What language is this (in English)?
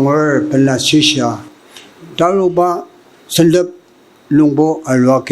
Ao Naga